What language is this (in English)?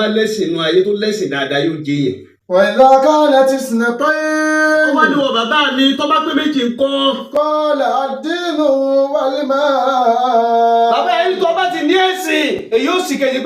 Yoruba